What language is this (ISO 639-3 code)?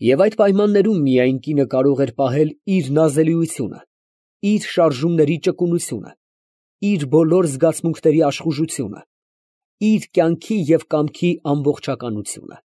hye